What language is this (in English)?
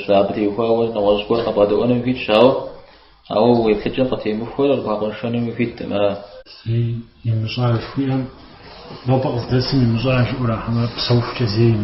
Kabardian